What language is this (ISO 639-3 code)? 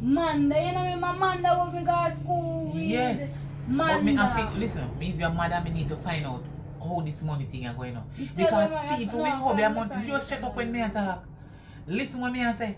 jam